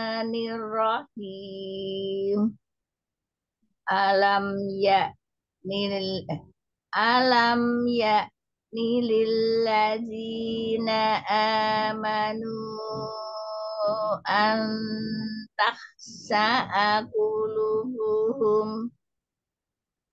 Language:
Indonesian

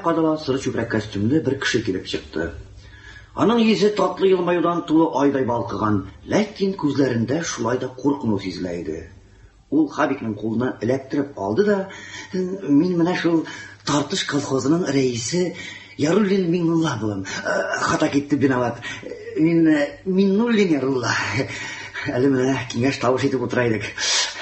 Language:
Tatar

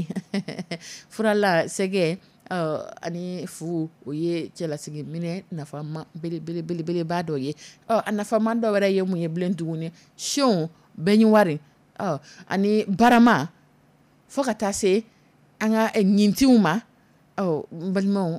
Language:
Dyula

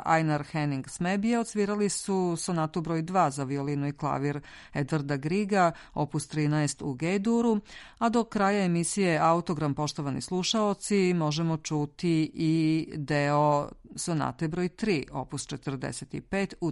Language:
Serbian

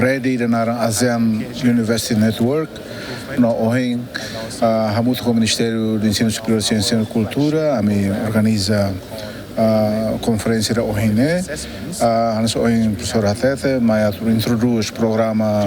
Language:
Tetum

